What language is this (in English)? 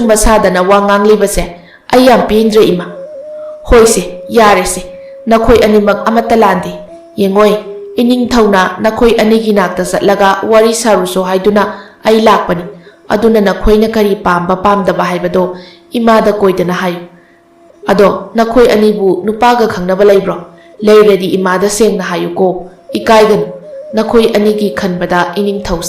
Manipuri